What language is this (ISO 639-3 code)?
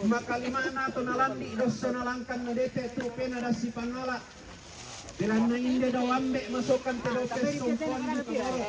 sda